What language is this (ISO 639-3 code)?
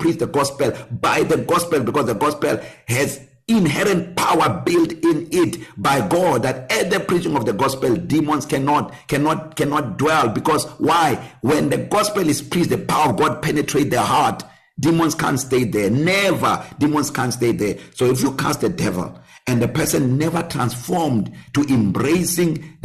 eng